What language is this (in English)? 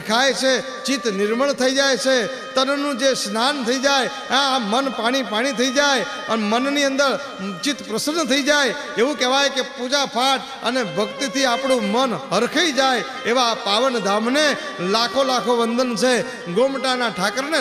Gujarati